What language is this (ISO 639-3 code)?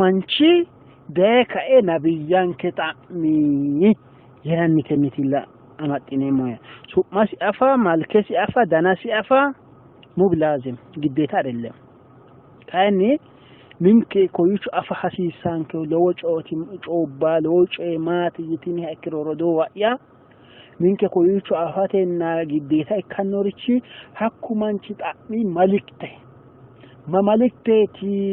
sid